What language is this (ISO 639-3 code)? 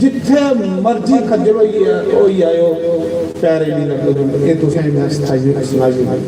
doi